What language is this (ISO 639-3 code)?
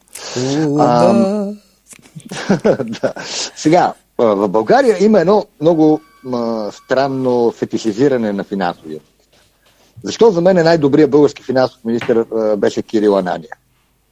bul